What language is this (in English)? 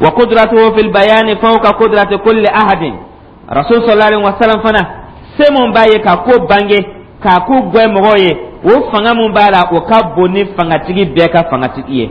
Dyula